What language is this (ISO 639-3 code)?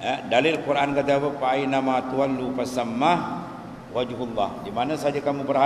msa